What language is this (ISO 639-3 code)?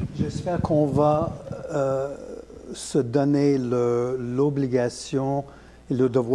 fra